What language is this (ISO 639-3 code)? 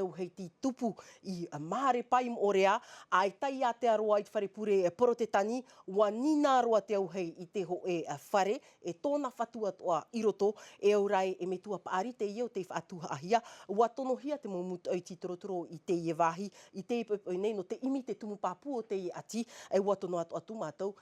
tah